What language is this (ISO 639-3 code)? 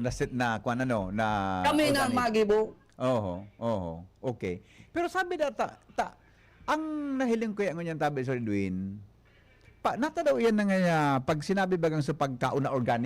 bik